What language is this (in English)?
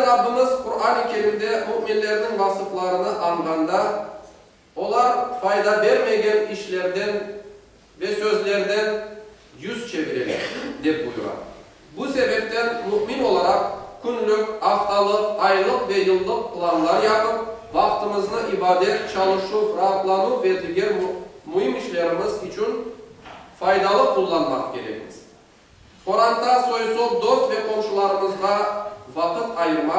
Crimean Tatar